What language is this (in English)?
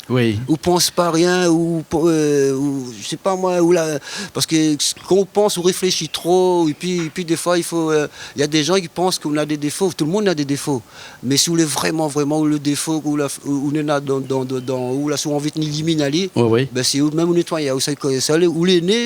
Réunion Creole French